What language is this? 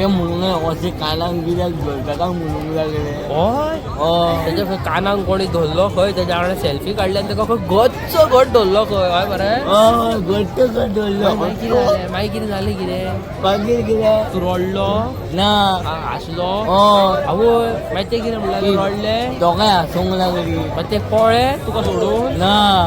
Konkani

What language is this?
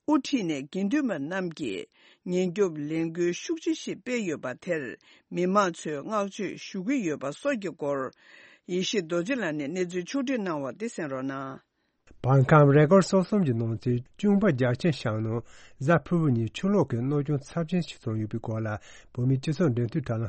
Tibetan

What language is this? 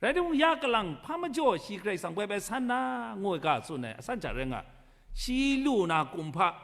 Kachin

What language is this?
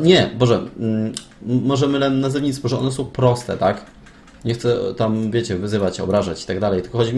Polish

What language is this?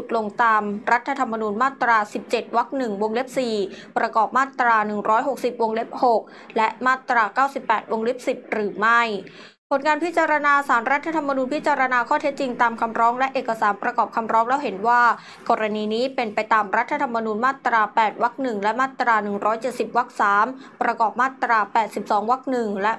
Thai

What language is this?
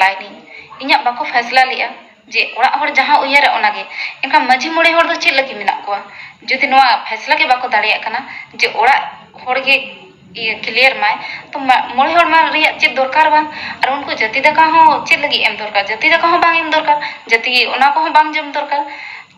Santali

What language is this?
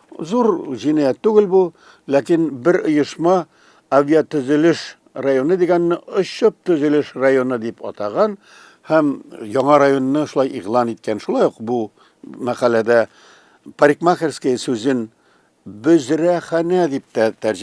Tatar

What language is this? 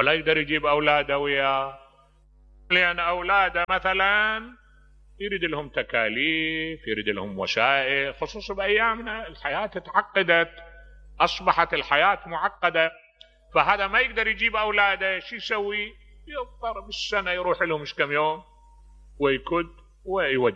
Mesopotamian Arabic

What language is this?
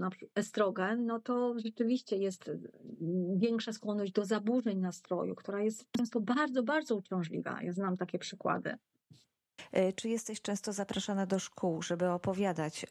Polish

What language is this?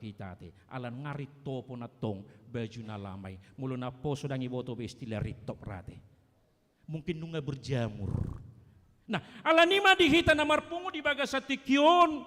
Batak Toba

